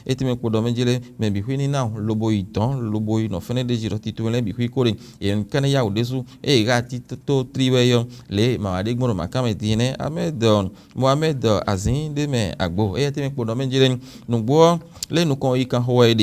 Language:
Fon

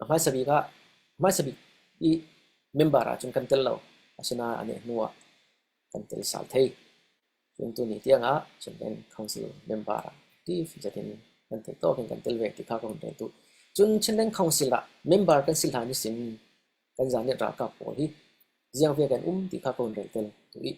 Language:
Falam Chin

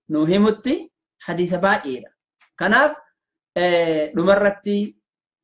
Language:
Oromo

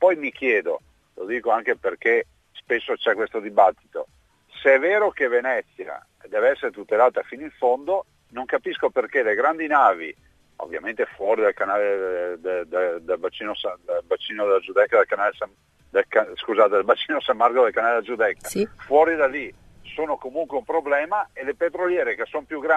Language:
Italian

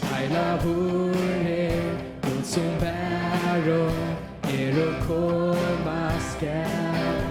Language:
Faroese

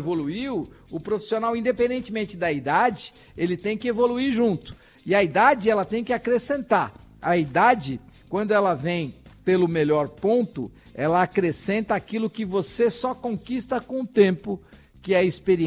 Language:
Portuguese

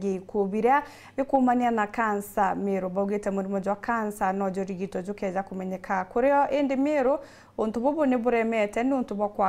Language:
Meru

